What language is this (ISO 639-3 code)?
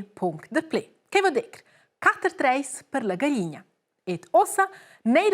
roh